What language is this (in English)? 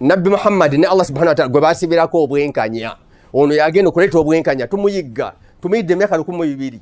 Ganda